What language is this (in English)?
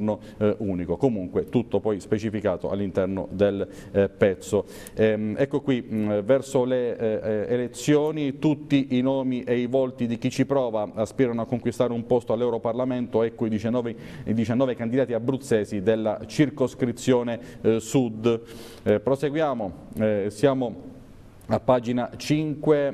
Italian